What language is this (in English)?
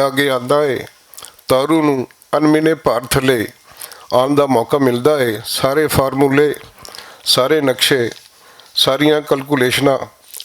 Western Panjabi